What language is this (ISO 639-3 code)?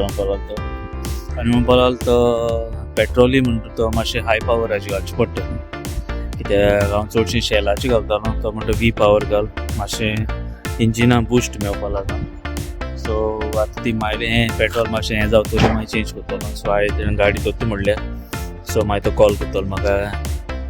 kok